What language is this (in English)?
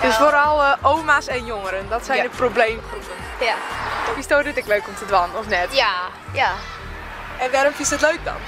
Western Frisian